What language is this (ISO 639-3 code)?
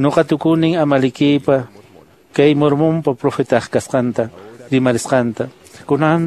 que